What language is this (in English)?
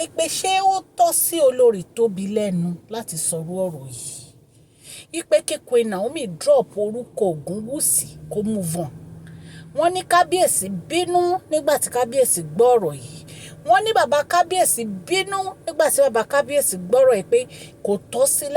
Yoruba